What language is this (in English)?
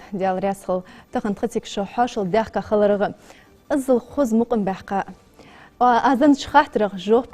Ingush